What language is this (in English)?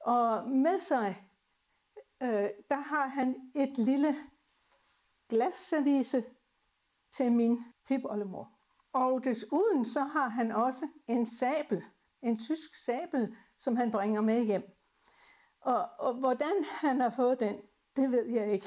Danish